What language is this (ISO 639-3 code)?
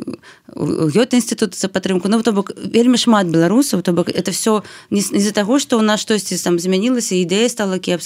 bel